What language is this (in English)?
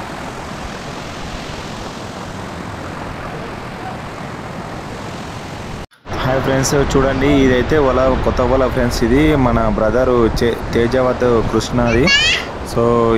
Telugu